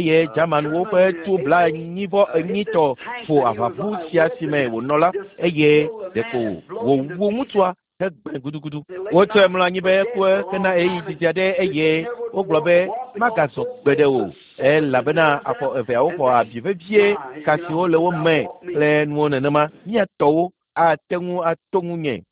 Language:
Ewe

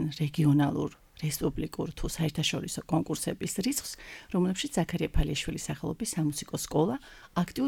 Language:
Georgian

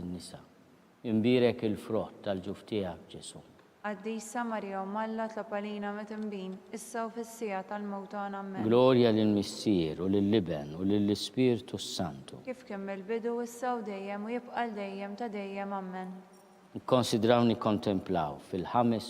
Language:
Maltese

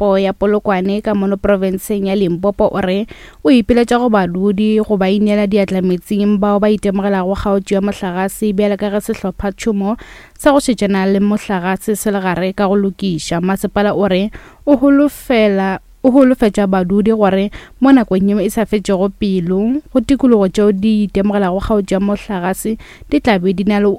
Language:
Northern Sotho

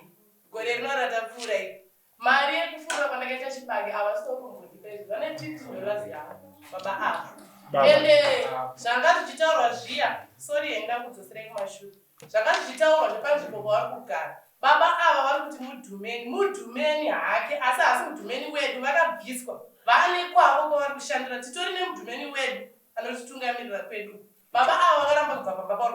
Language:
Shona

